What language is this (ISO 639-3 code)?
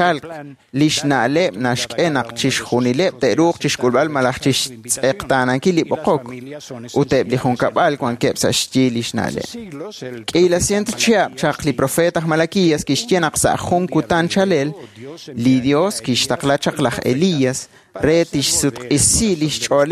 kek